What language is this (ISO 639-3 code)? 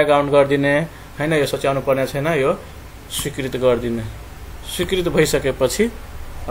nep